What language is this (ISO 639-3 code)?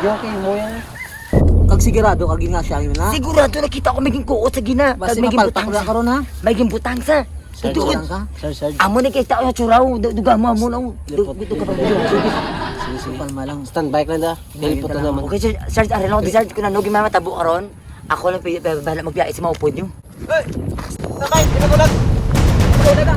hil